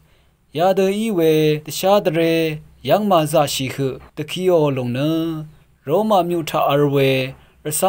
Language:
Rawang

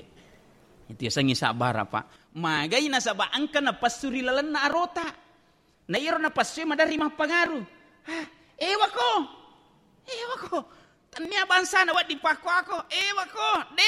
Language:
Buginese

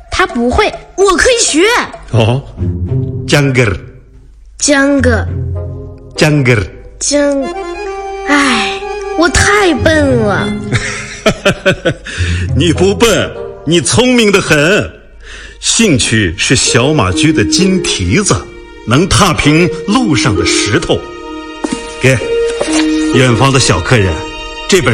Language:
Chinese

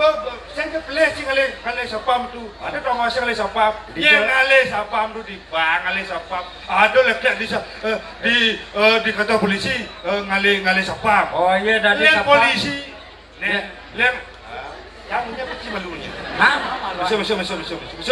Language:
Balinese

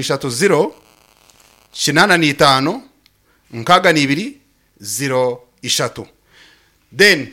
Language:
Nyankole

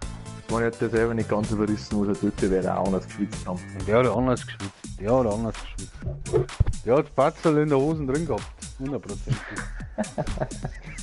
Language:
Bavarian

